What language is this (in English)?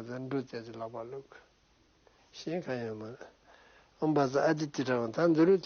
Tibetan